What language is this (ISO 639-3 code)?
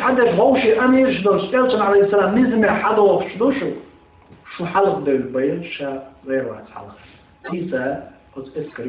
che